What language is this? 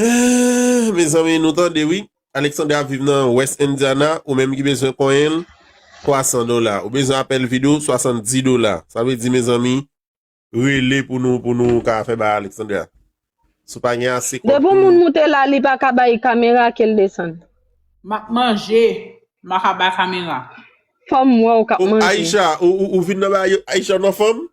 Haitian Creole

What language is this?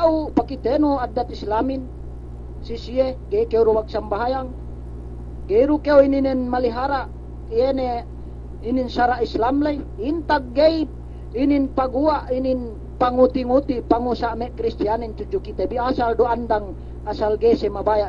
Yakan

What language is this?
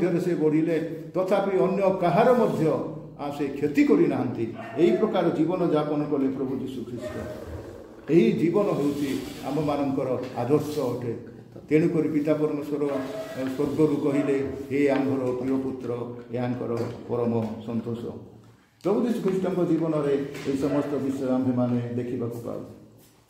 Odia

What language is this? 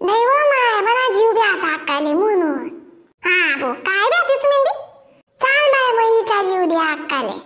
Khandesi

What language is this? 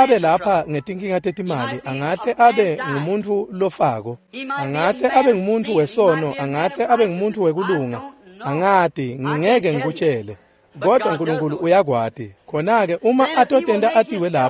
Swati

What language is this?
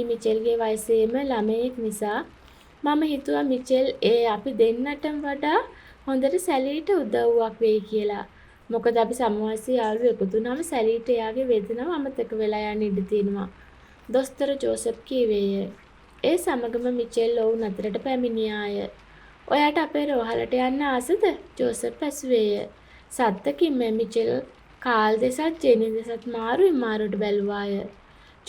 Sinhala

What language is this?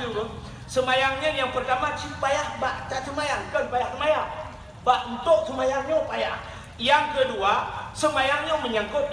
Achinese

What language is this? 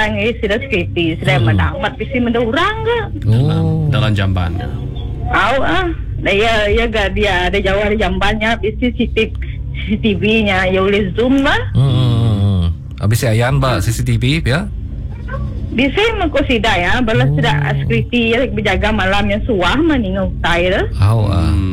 Malay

